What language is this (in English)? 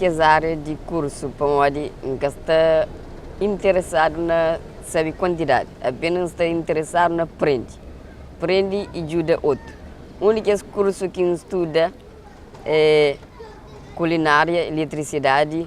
Kabuverdianu